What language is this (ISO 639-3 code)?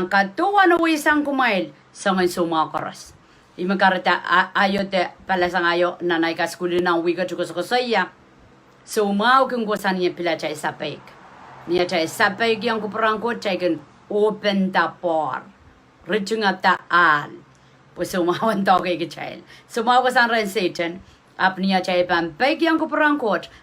pon